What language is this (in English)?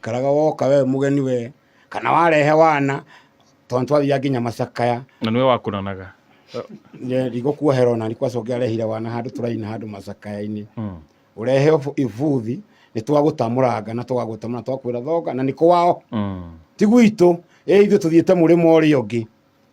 Kikuyu